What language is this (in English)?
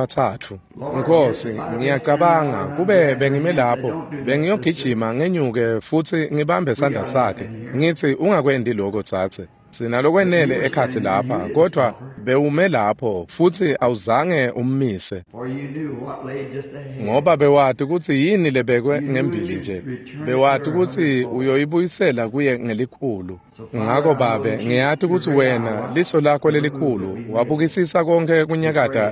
Swati